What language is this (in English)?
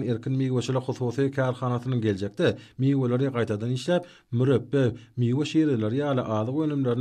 Turkmen